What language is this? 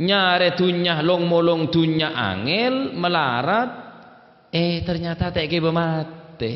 Madurese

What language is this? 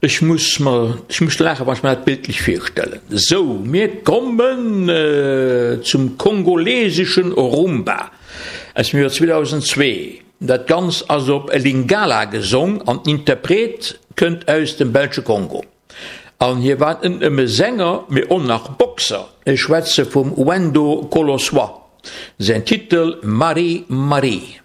Luxembourgish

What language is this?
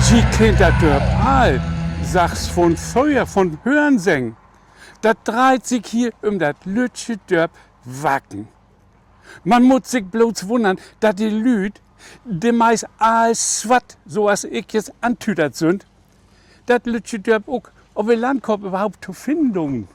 Low German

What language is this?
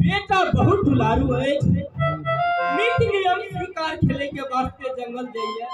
Maithili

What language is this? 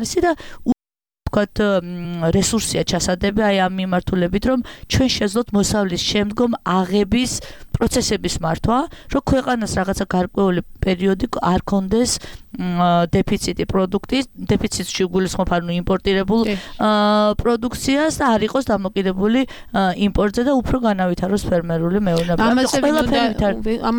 Georgian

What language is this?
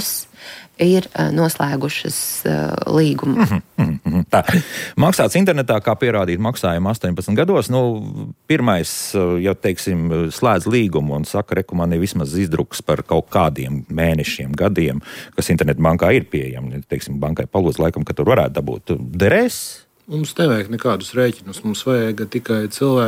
Latvian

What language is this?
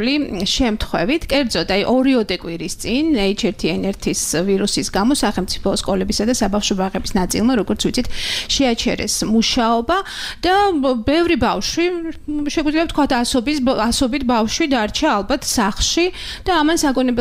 Georgian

